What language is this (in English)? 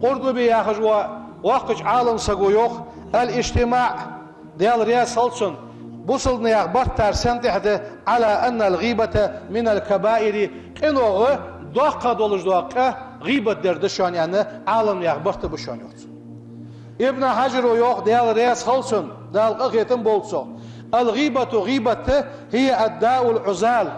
Ingush